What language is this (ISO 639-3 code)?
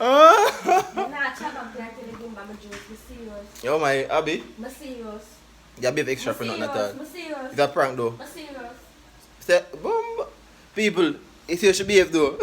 jam